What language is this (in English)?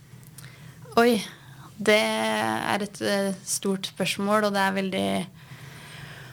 Norwegian